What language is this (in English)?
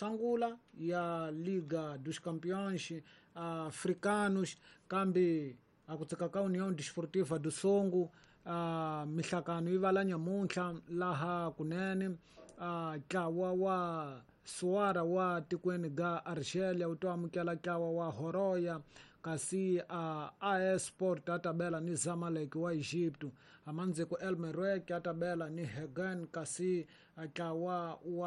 Tsonga